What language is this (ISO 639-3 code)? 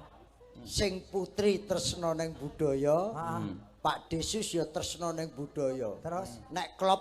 jav